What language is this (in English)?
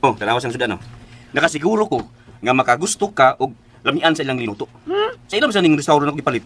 Cebuano